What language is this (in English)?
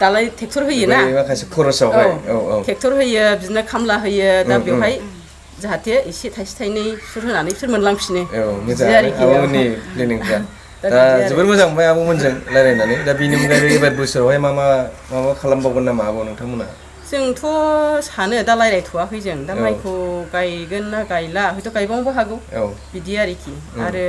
Bodo